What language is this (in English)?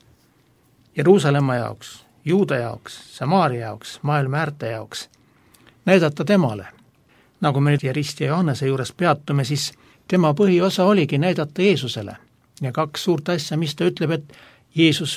Estonian